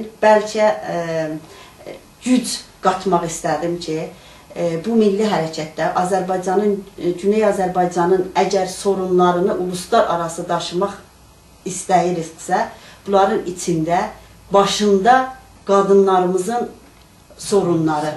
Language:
South Azerbaijani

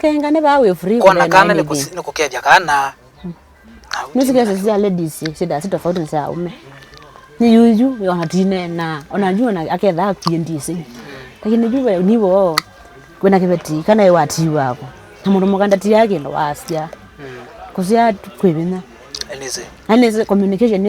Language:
Kamba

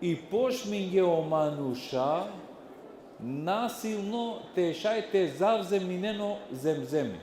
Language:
Balkan Romani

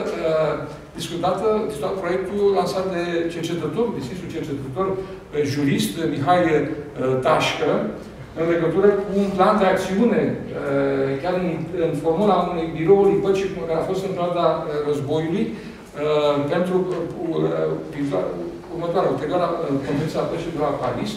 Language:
Romanian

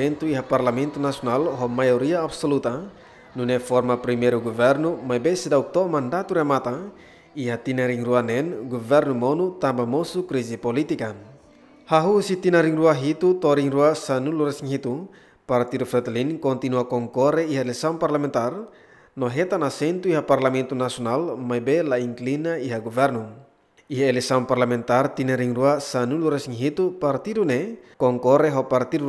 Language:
Tetum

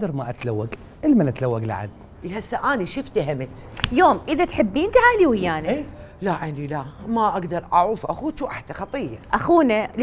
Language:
Mesopotamian Arabic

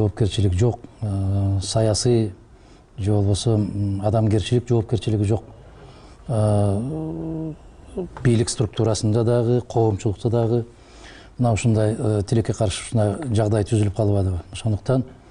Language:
Kyrgyz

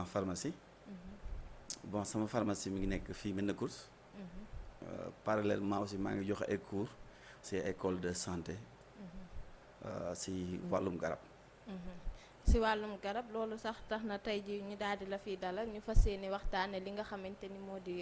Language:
Wolof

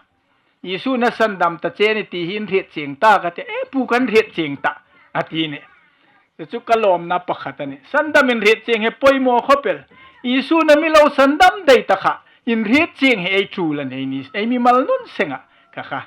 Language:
Hmar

